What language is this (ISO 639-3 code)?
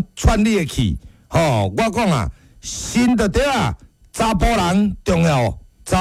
nan